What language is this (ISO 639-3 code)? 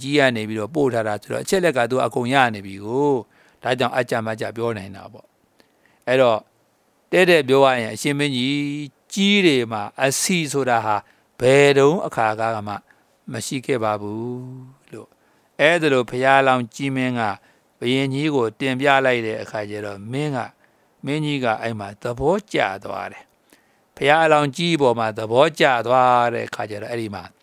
mya